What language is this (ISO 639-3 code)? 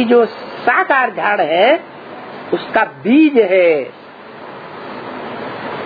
hin